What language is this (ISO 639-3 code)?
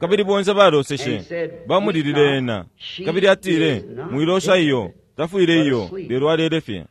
bem